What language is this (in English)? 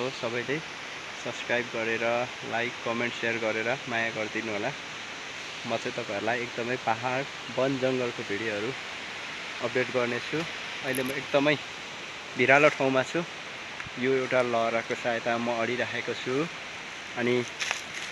Nepali